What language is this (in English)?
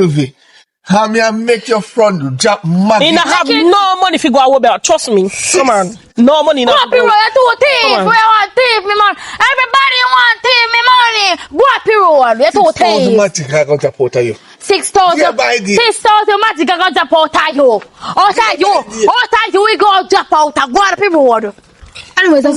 Jamaican Creole English